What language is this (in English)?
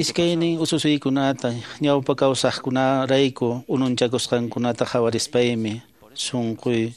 Quechua